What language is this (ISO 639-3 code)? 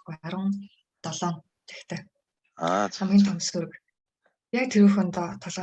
mon